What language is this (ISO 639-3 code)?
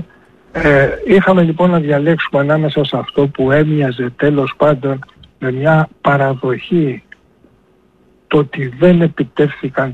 ell